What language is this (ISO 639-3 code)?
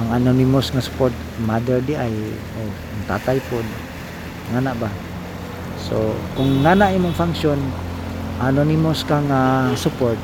ceb